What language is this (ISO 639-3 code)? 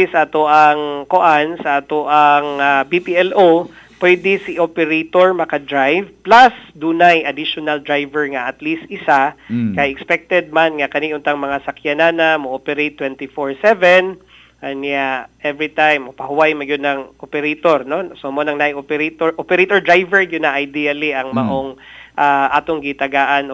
ceb